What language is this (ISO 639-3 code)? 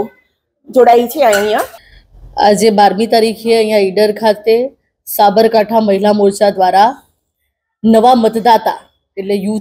guj